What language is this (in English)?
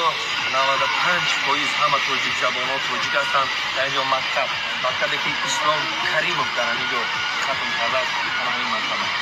Tajik